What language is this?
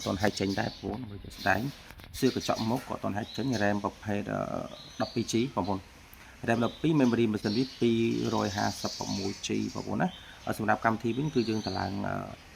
Khmer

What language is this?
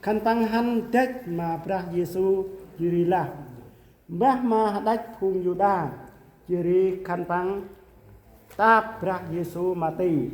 Central Mnong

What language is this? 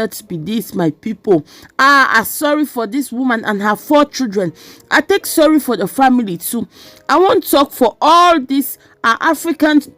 Nigerian Pidgin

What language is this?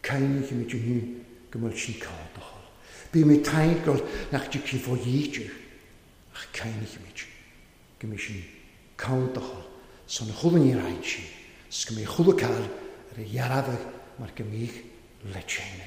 Welsh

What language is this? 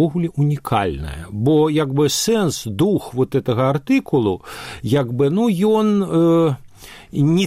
Belarusian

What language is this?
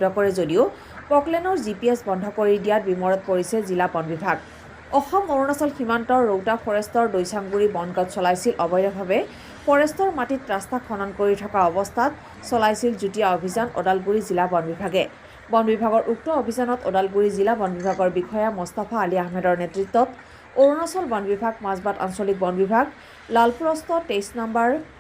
Assamese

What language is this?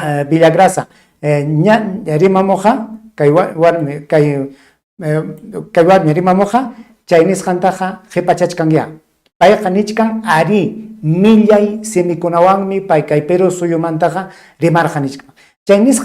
Ayacucho Quechua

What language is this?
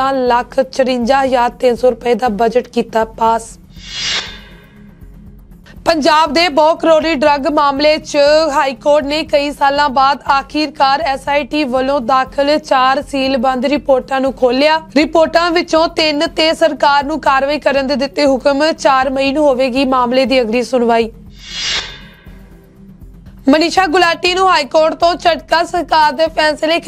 Punjabi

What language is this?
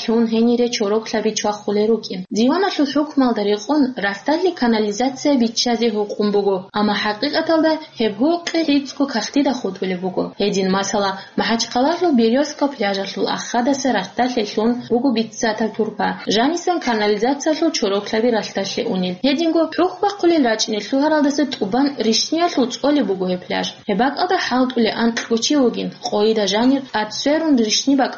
Avaric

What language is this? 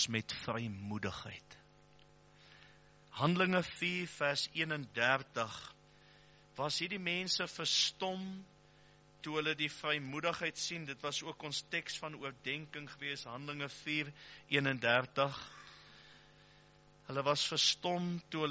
Afrikaans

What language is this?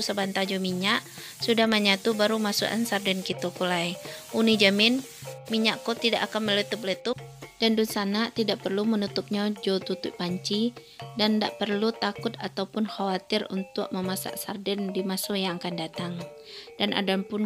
Minangkabau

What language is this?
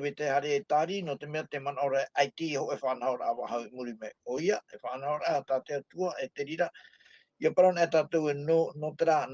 Tahitian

